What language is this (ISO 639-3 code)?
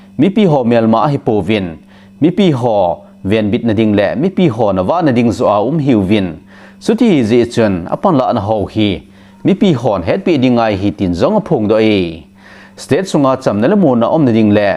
tcz